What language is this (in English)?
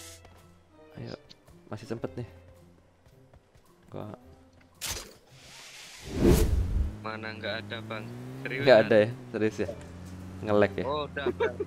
Indonesian